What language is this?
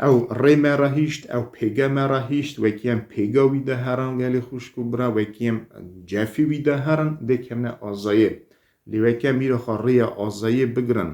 Kurdish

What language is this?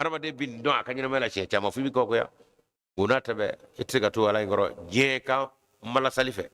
Bambara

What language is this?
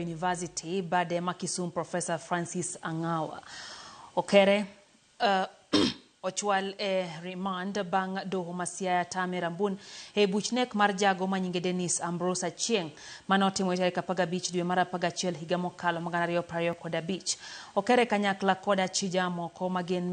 Luo (Kenya and Tanzania)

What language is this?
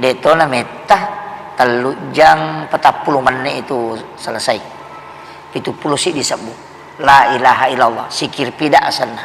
Buginese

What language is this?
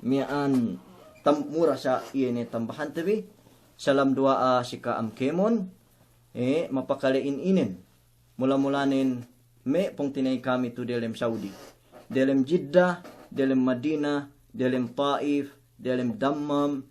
Yakan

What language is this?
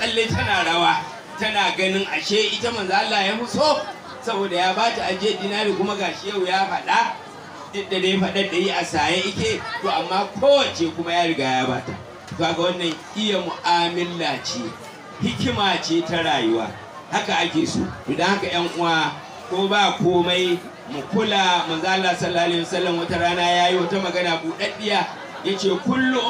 Hausa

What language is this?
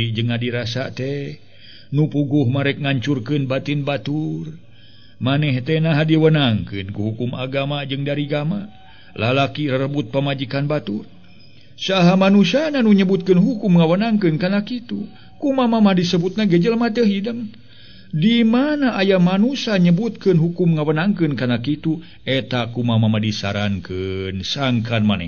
Sundanese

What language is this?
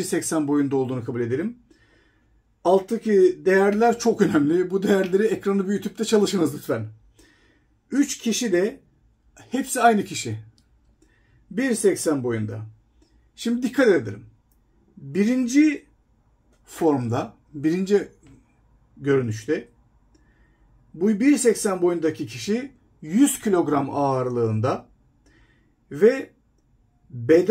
Turkish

